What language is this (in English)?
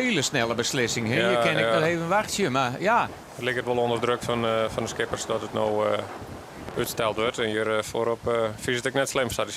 Western Frisian